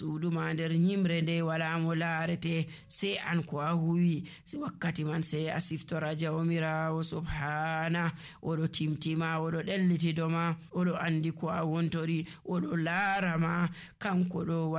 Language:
Nigerian Fulfulde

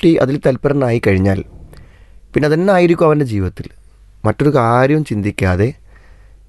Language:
Malayalam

